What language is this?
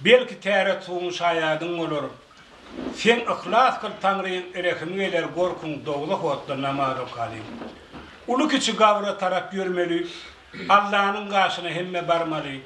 Turkmen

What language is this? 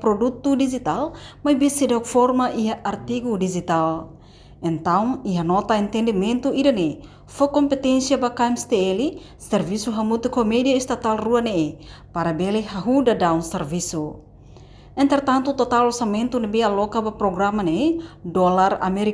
Tetum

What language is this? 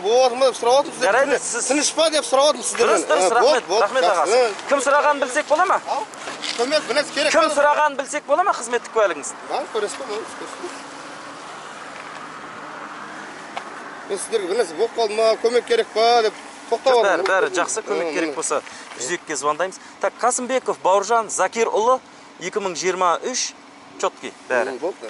Kazakh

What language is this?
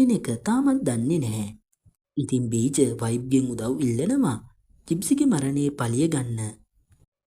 Sinhala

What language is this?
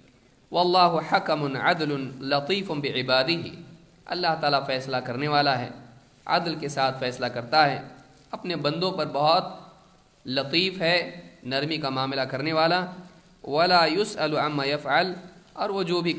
Urdu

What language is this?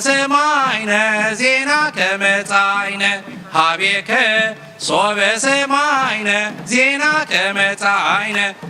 Tigrinya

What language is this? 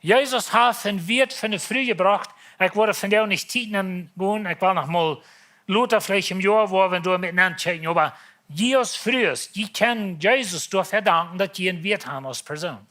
Plautdietsch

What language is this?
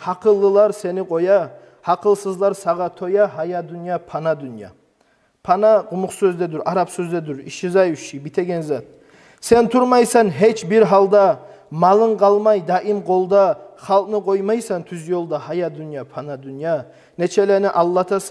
Kumyk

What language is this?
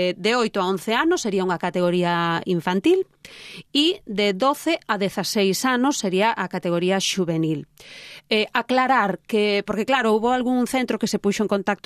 Galician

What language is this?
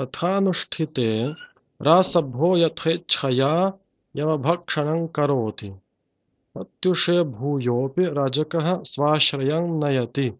Sanskrit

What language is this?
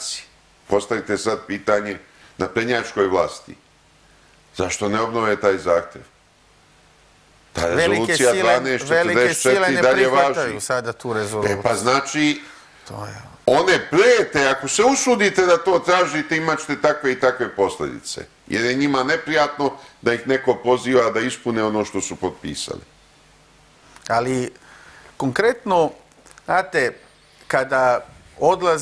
Serbian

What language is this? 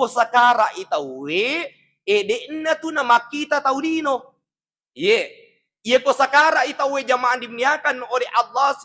Buginese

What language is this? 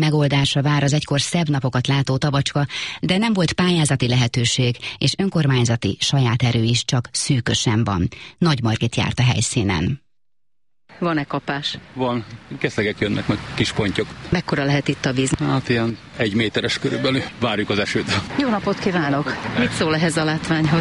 Hungarian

